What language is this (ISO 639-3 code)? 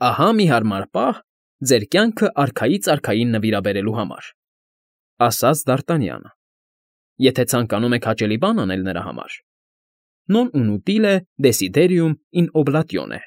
hye